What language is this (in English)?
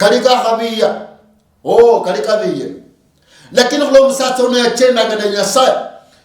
Luyia